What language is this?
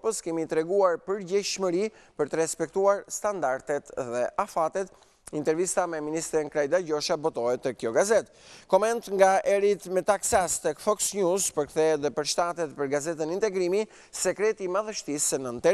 Albanian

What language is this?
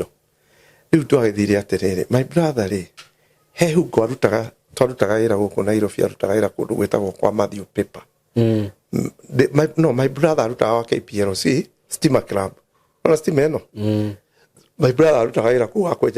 Kikuyu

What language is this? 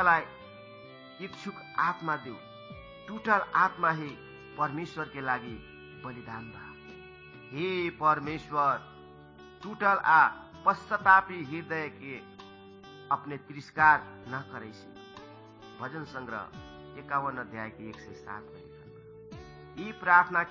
Bhojpuri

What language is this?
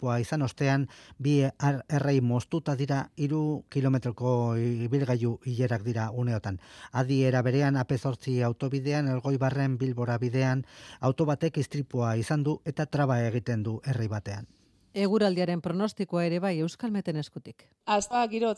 Basque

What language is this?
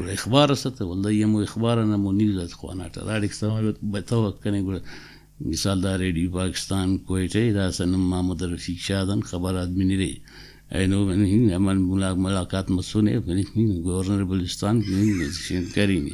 Brahui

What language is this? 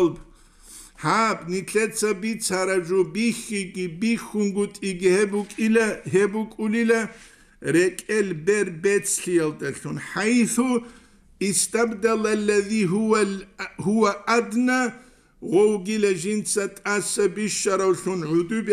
Avaric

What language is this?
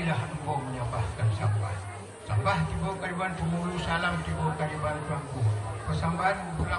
Minangkabau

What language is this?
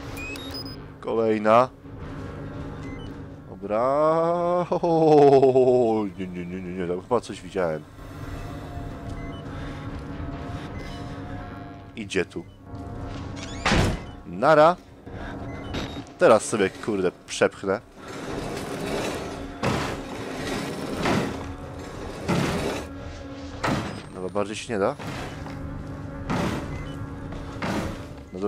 Polish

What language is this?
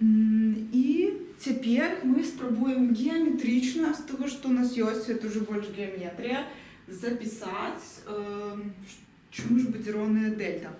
Belarusian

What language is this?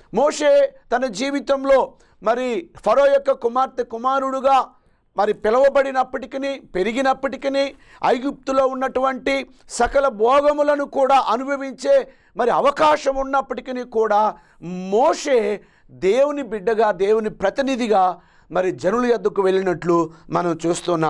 Telugu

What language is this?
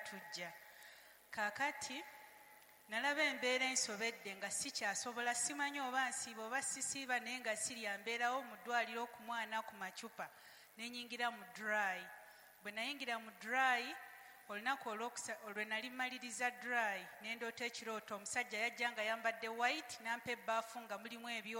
Ganda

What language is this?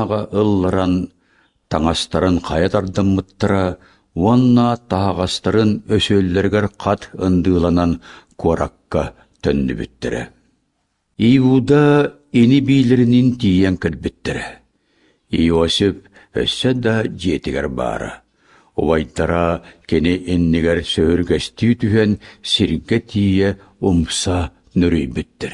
Yakut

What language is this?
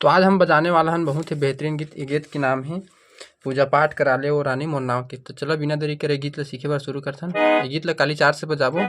Chhattisgarhi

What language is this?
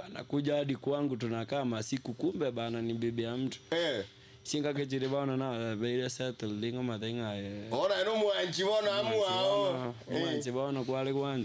Gusii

